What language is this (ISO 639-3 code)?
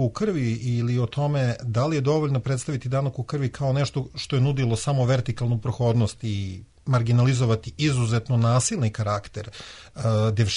srp